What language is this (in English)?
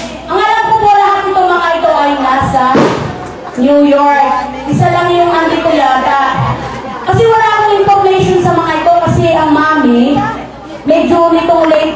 Filipino